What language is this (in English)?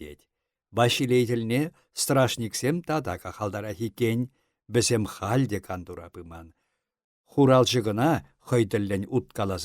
Chuvash